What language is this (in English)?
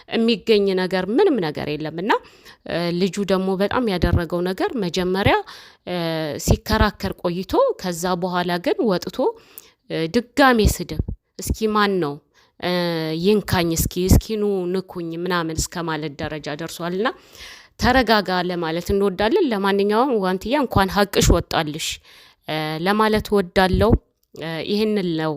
Amharic